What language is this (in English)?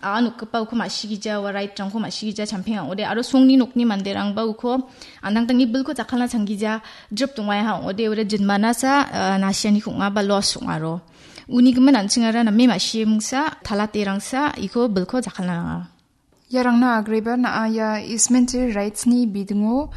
Garo